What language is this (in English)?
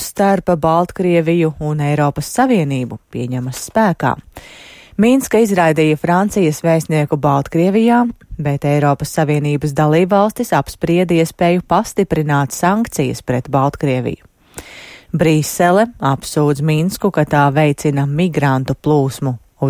Latvian